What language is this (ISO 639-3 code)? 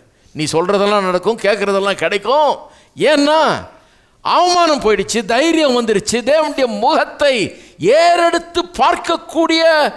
tam